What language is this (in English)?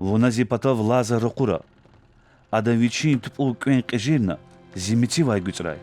Lezghian